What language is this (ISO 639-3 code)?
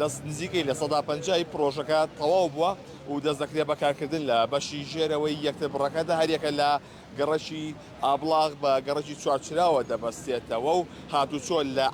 ckb